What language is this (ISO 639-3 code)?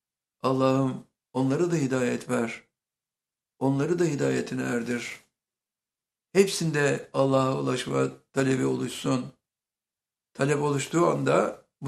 tur